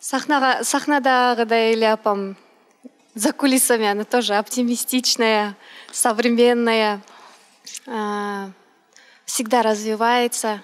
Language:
Kyrgyz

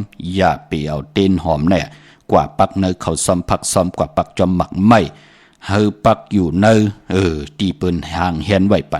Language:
Shan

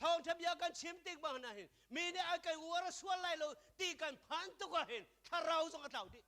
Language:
Hakha Chin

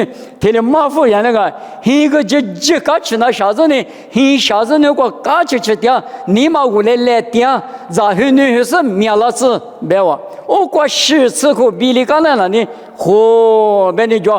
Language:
Lisu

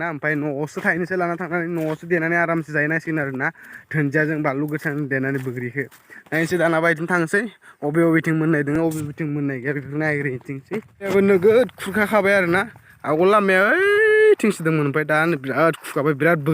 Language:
Bodo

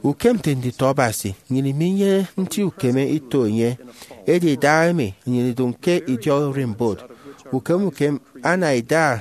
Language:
Efik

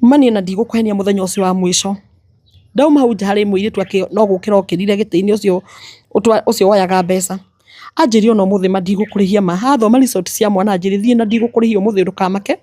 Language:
Kikuyu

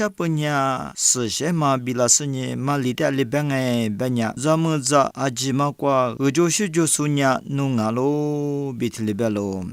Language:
Lisu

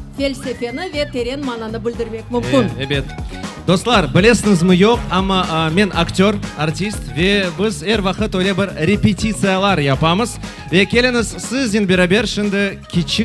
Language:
Crimean Tatar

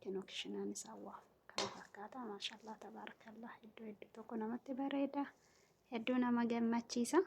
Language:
Oromo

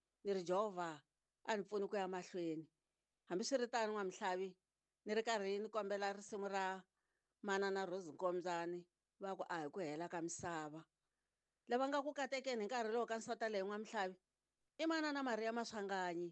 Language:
Tsonga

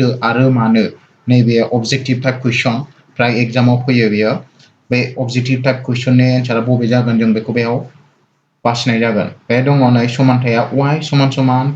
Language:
Bodo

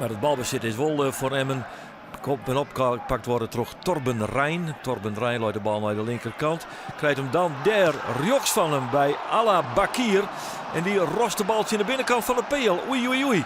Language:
Western Frisian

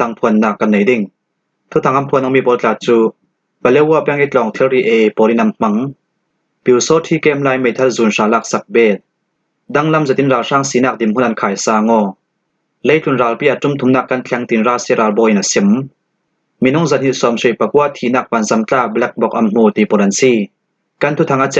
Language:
Falam Chin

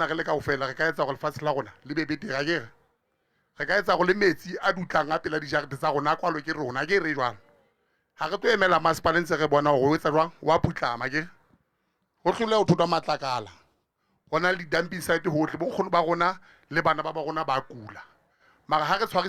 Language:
Southern Sotho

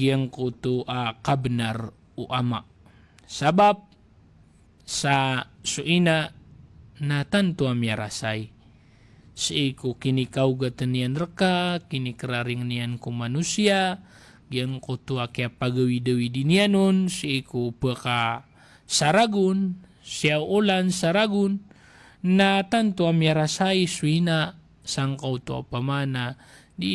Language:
Maranao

